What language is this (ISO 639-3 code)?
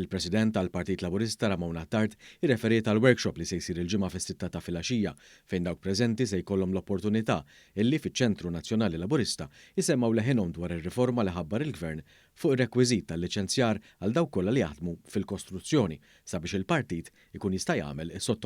mlt